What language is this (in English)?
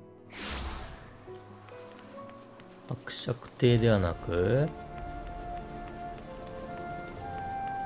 Japanese